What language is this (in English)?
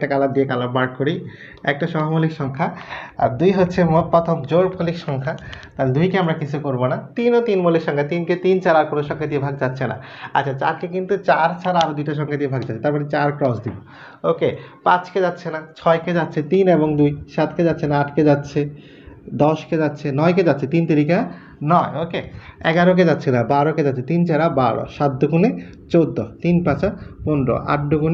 Bangla